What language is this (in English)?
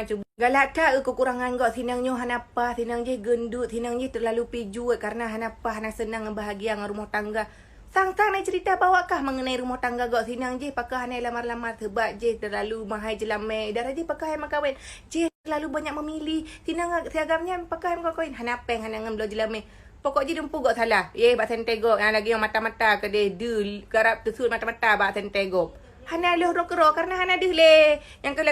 Achinese